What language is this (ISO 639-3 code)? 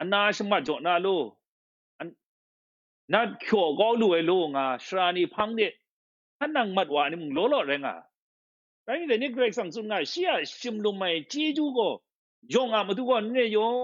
kac